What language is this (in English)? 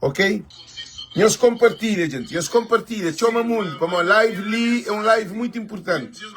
Kabuverdianu